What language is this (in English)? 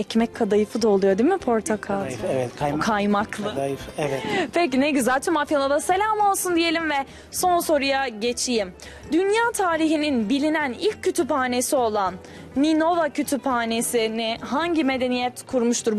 Turkish